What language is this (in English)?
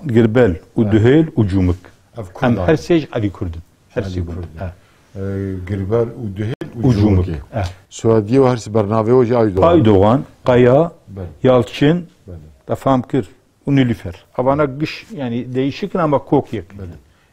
Kurdish